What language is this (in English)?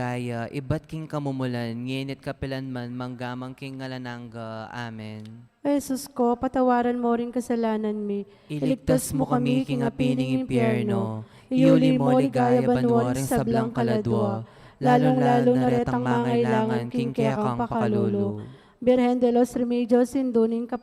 Pampanga